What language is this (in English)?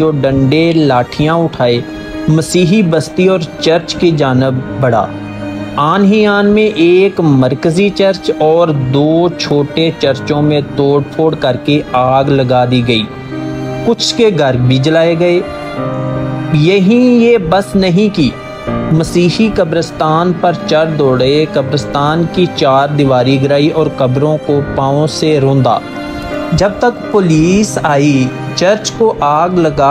Urdu